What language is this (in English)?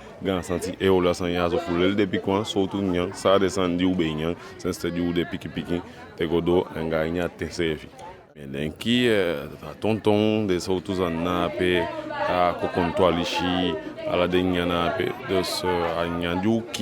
Eastern Maroon Creole